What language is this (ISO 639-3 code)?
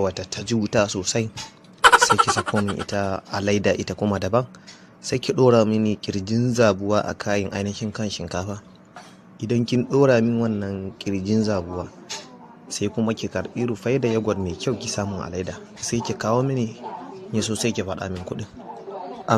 hau